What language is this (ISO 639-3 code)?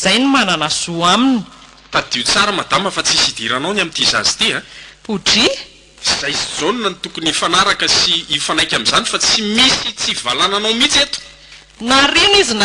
mlg